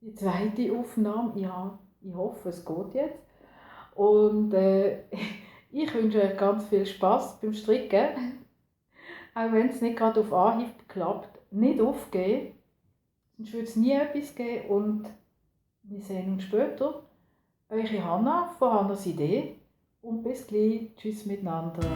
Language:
Swiss German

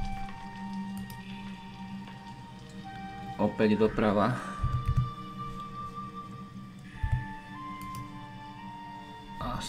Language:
Slovak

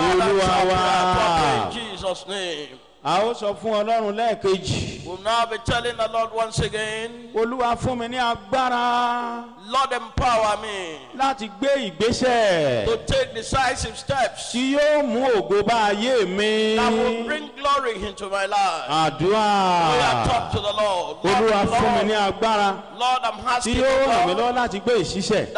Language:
Yoruba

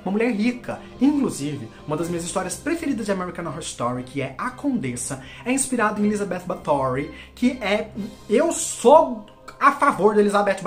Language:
Portuguese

